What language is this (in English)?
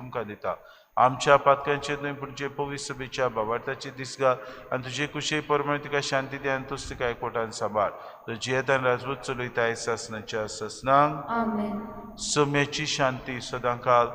Konkani